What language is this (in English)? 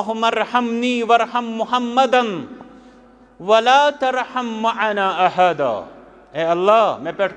Kashmiri